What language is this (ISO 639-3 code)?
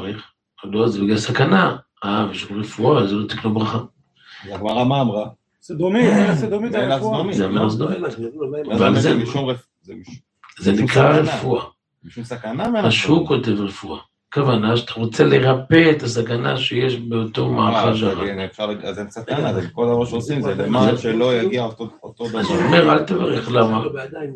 heb